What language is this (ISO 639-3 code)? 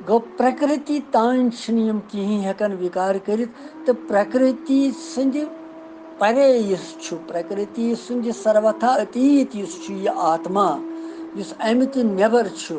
kas